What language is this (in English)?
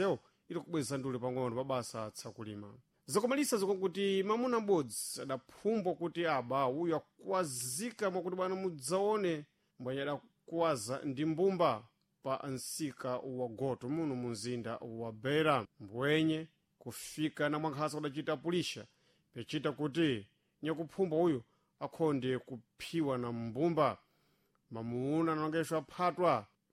Sena